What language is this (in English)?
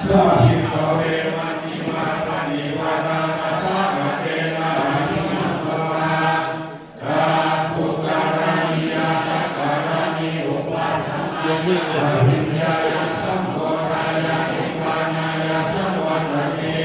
Pali